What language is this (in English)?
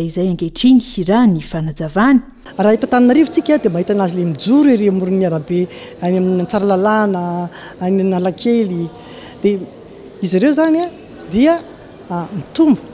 Malagasy